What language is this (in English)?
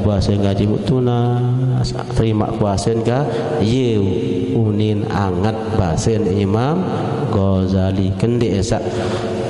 Sasak